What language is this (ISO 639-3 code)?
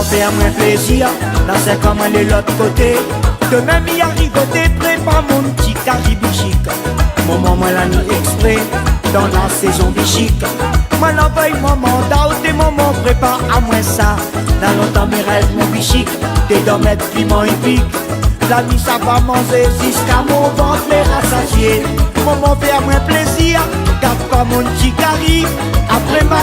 rcf